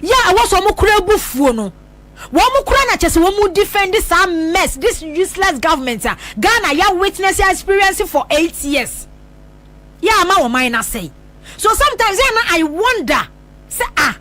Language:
Akan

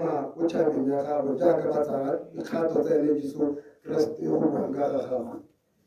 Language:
Tswana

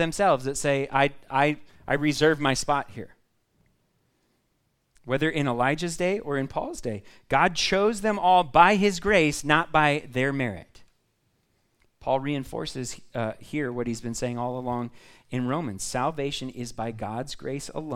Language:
English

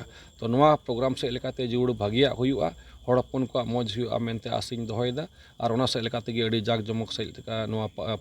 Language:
Santali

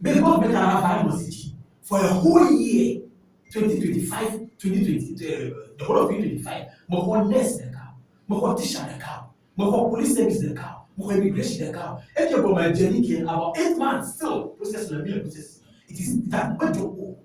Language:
Ewe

